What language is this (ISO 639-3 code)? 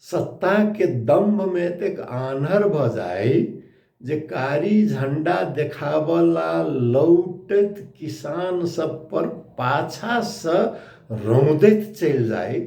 mai